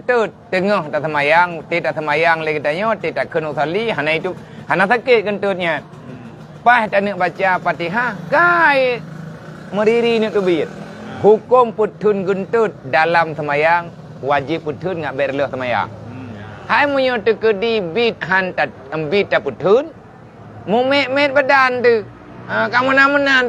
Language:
Achinese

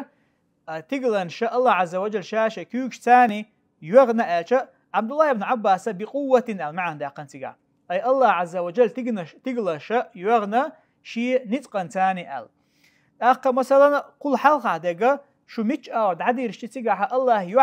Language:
Chechen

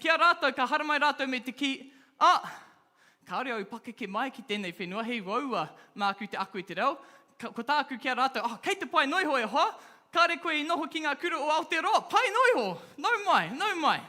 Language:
Māori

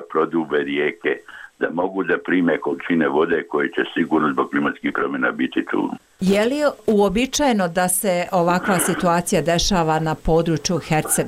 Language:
Bosnian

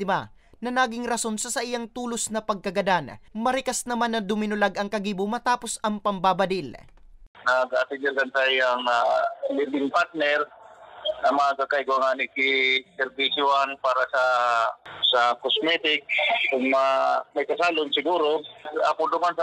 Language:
Bikol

